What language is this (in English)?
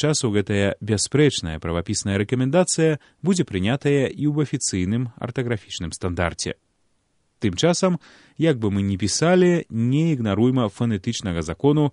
Belarusian